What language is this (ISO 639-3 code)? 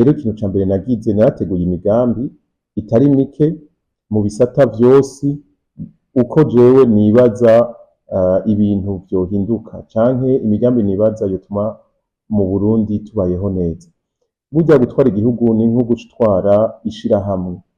run